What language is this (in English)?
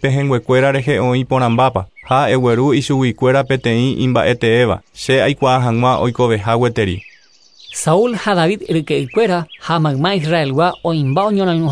Guarani